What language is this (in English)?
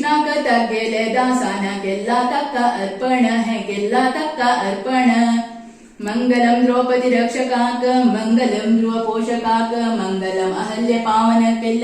Konkani